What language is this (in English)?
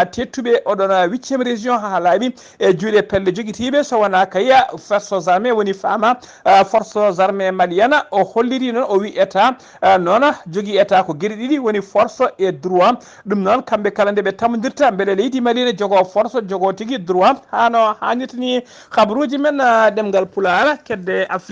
Fula